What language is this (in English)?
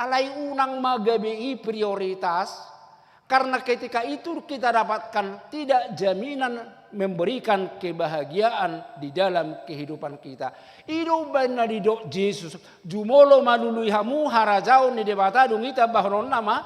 Batak Toba